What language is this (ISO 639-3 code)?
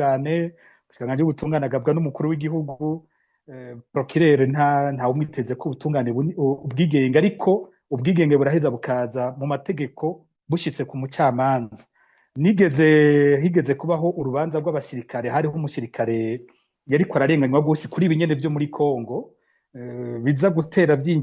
run